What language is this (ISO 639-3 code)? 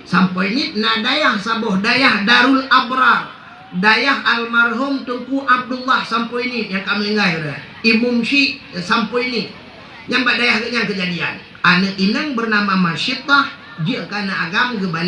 ace